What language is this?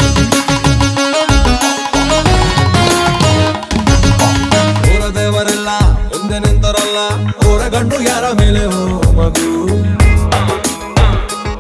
Kannada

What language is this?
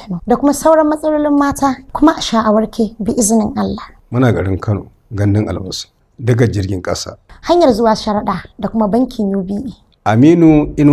Hausa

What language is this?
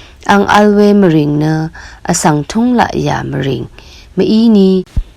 Rawang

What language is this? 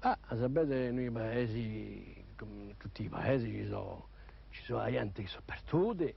Corsican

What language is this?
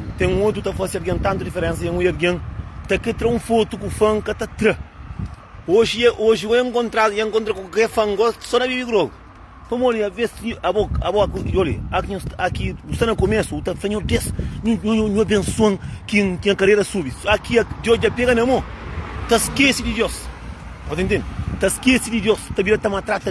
Kabuverdianu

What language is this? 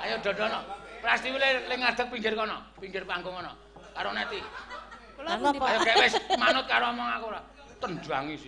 Javanese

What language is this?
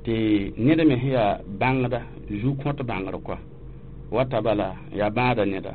Mossi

